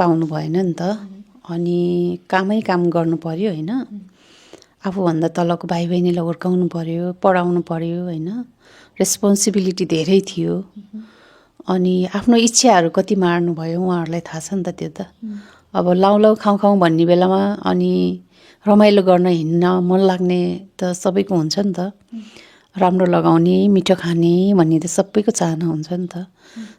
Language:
Nepali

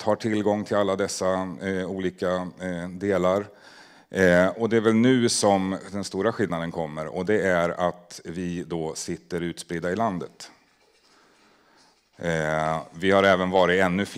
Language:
Swedish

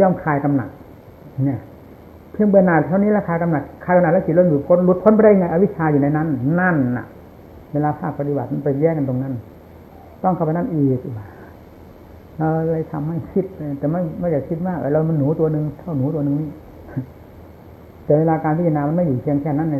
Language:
Thai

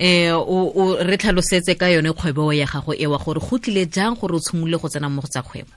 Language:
Tswana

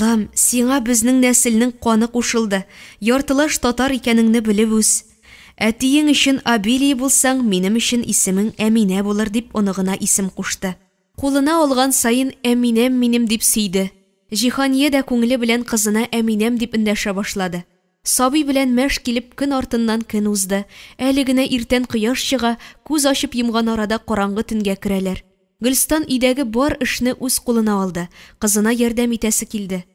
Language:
Tatar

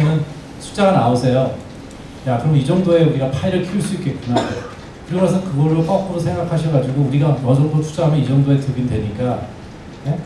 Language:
Korean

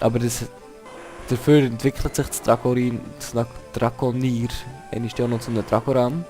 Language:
Swiss German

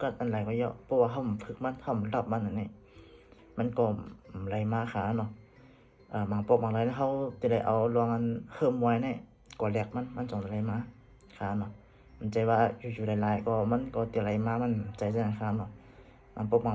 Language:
Shan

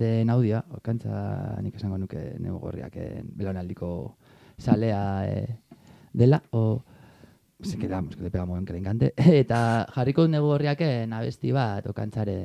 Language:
Basque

